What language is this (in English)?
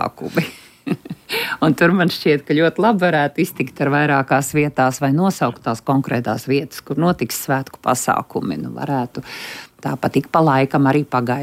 Latvian